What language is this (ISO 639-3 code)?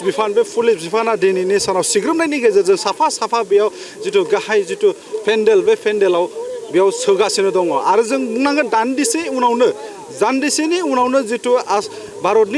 brx